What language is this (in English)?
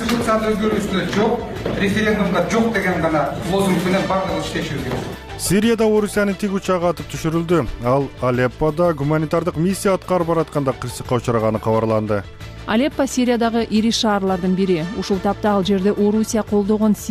Kyrgyz